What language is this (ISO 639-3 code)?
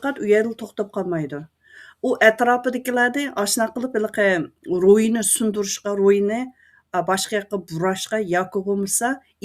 uig